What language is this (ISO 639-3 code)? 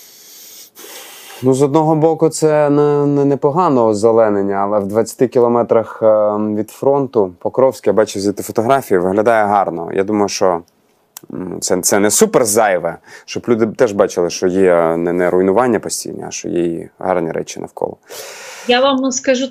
ukr